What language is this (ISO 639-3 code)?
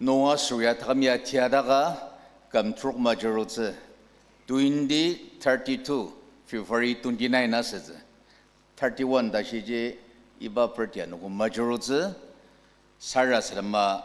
njo